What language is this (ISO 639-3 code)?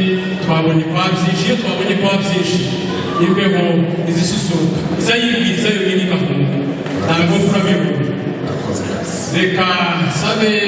kin